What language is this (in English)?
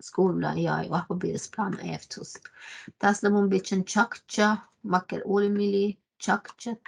Northern Sami